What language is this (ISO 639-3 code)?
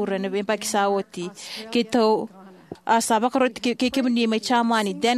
fij